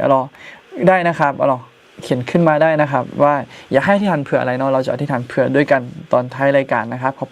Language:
Akha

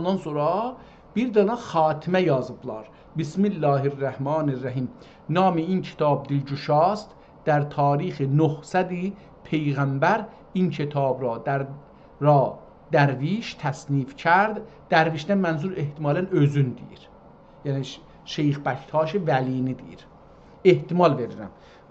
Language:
South Azerbaijani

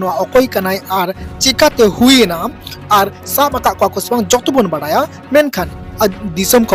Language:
Santali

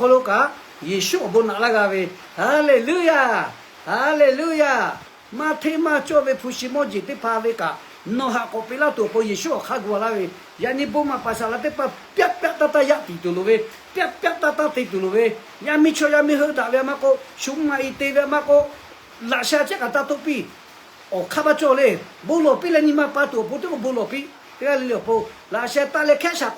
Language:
Lahu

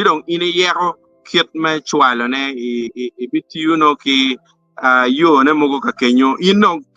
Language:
Acoli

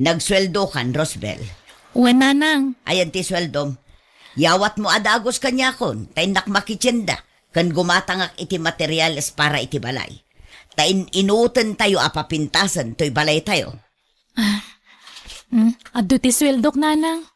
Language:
Iloko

